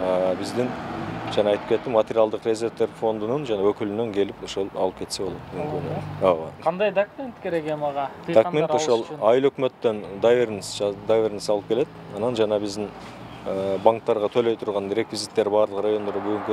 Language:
Kyrgyz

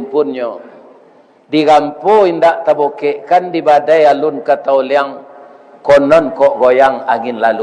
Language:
Minangkabau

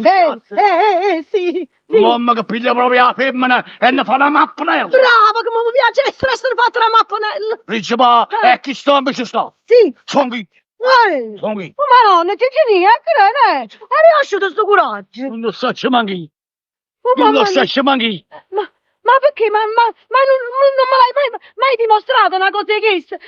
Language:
Neapolitan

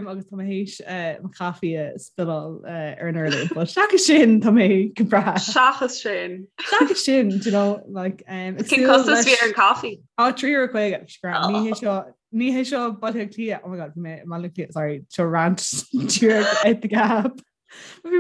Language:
Irish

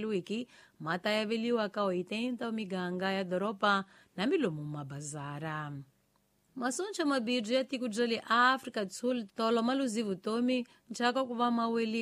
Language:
Tsonga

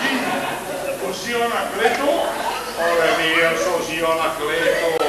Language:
Lombard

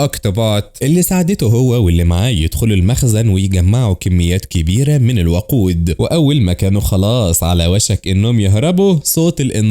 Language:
Egyptian Arabic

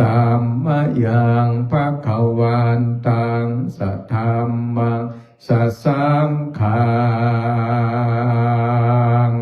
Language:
Pali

